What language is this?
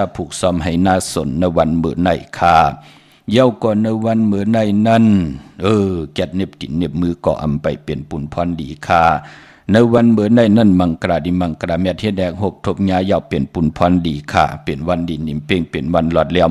Shan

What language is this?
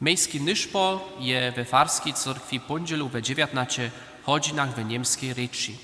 Upper Sorbian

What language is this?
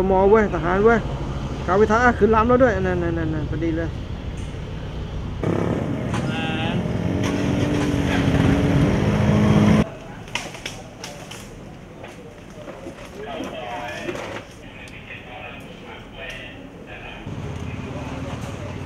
Thai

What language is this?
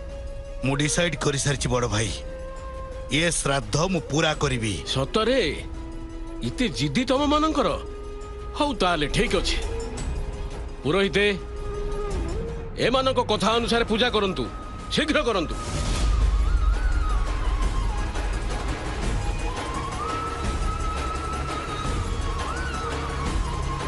Odia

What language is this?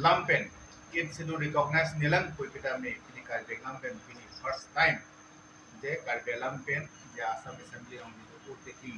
Karbi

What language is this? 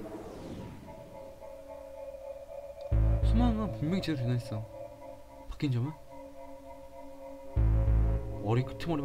Korean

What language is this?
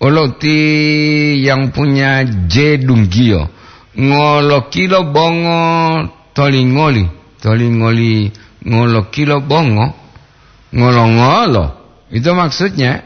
Gorontalo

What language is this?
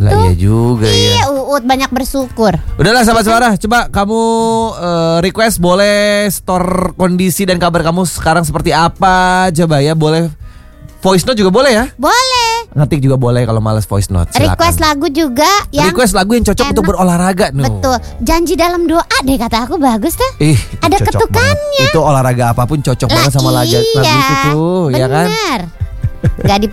Indonesian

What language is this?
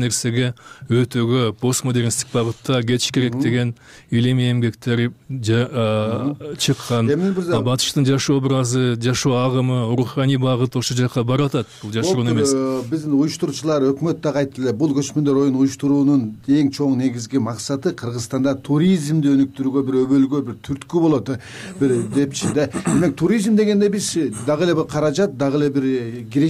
Kyrgyz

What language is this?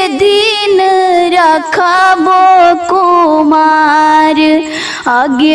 Bhojpuri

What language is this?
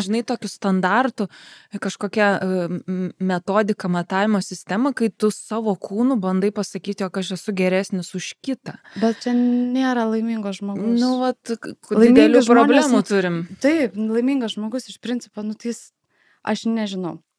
Lithuanian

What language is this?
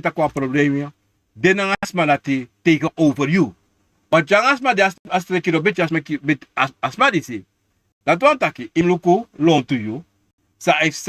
Sranan Tongo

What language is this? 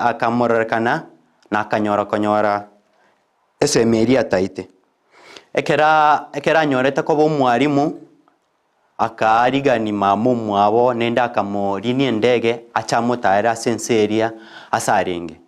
Gusii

